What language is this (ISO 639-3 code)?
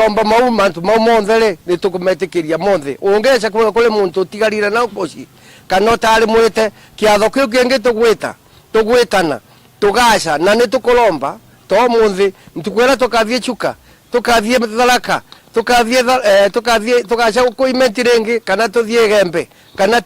mer